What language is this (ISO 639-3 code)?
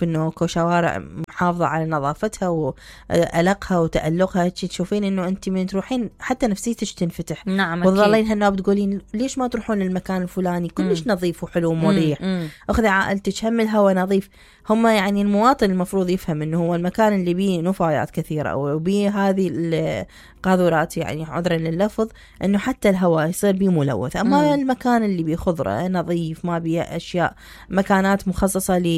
acm